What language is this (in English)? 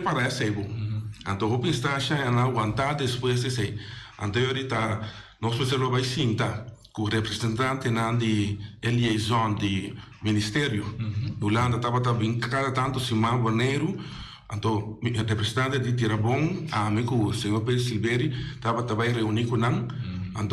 Papiamento